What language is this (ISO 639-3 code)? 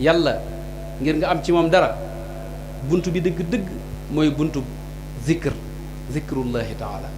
wol